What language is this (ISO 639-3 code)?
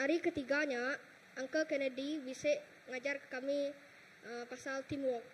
iba